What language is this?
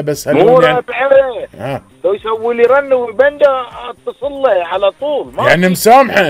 Gulf Arabic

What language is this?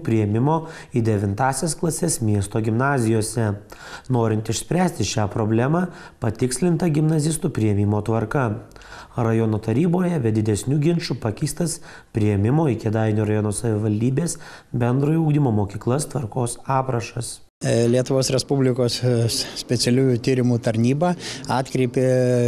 Lithuanian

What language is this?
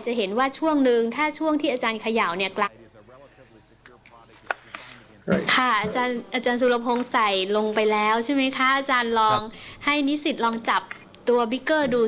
Thai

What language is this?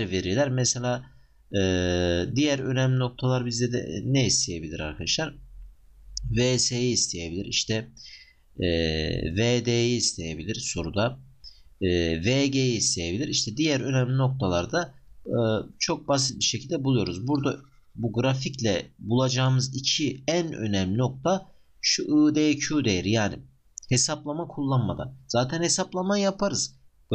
Turkish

